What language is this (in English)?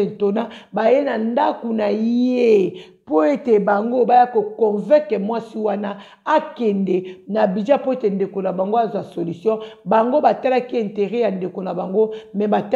Lingala